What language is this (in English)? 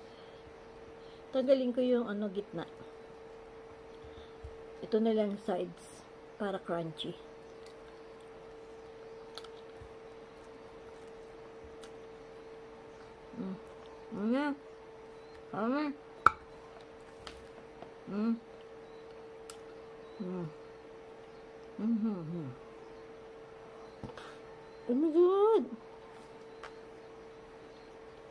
Filipino